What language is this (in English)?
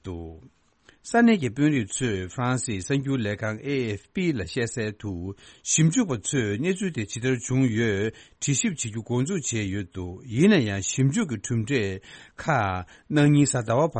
Tibetan